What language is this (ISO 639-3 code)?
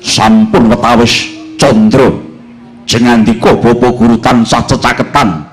jav